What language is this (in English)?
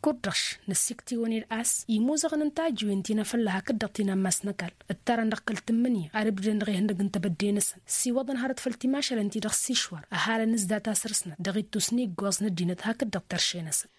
Tamasheq